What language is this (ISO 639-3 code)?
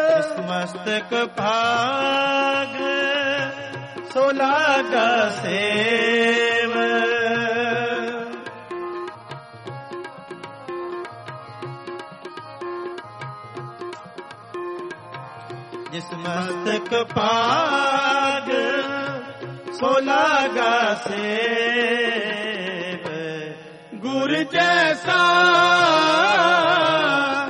pan